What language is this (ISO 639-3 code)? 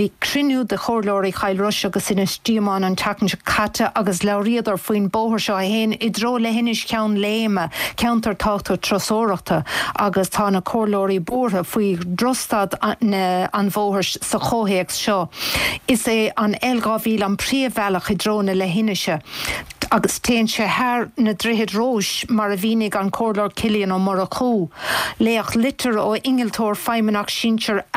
gle